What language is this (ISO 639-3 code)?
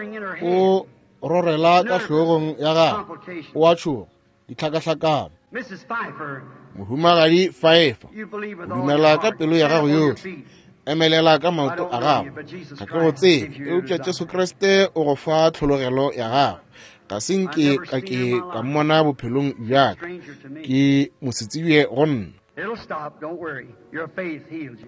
nso